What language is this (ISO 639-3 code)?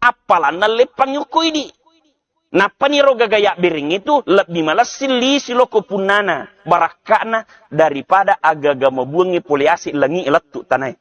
bug